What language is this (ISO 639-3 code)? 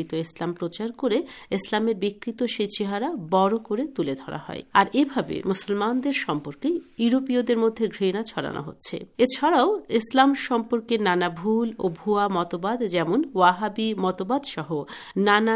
ben